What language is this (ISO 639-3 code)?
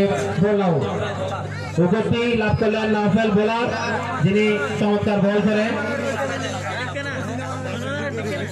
ben